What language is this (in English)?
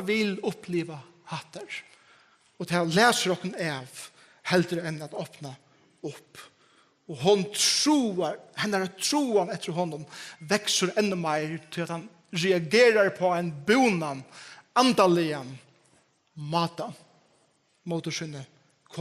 Faroese